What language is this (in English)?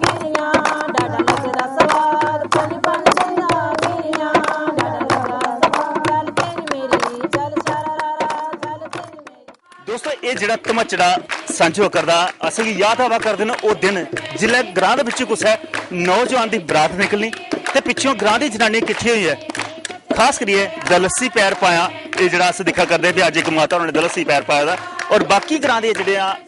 Dogri